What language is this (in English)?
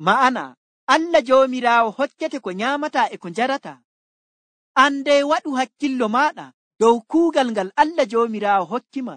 Nigerian Fulfulde